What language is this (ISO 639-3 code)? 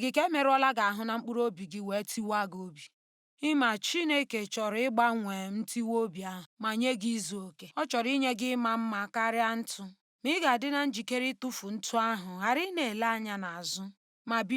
ibo